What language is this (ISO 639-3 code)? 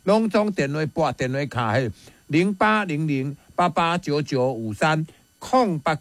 nan